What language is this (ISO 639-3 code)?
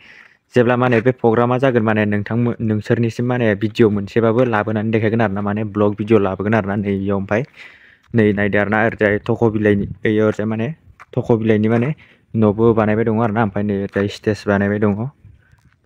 brx